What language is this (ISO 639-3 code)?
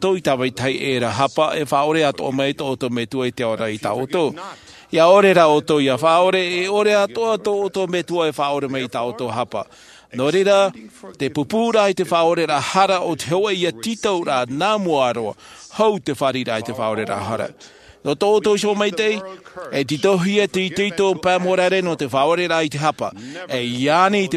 tah